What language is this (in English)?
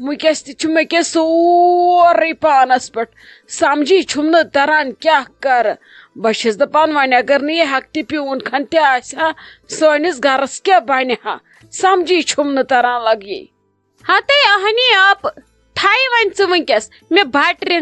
Kashmiri